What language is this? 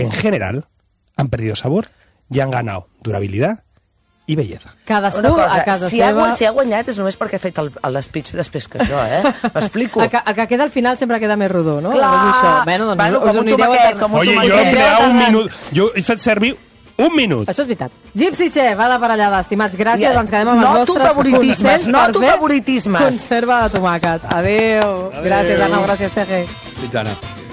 Catalan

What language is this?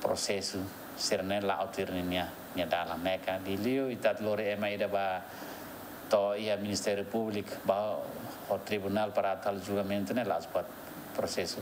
Tetum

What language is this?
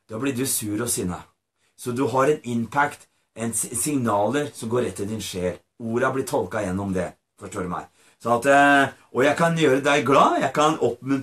Norwegian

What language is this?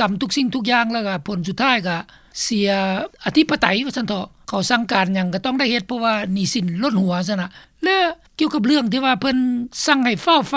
Lao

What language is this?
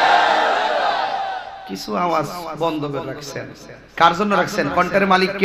Bangla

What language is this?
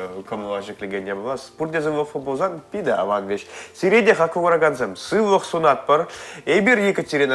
Chuvash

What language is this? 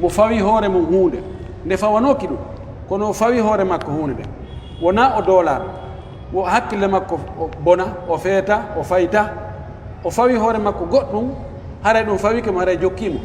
Pular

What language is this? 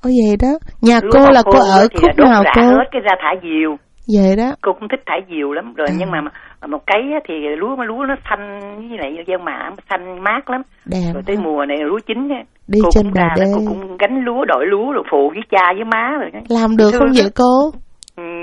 Vietnamese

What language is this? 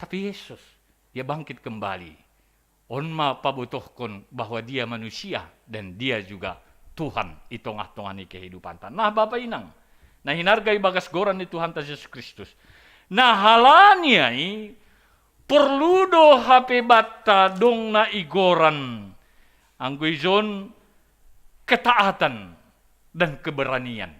Batak Simalungun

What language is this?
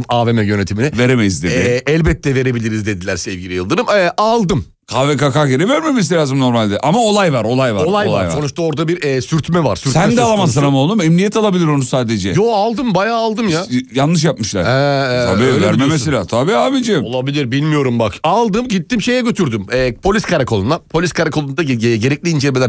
Turkish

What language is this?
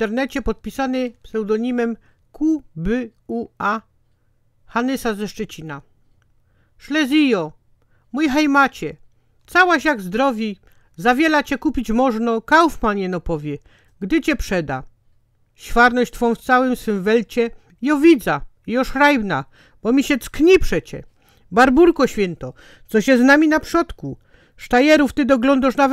Silesian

